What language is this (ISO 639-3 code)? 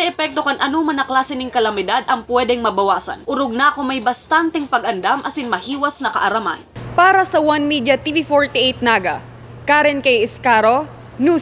bik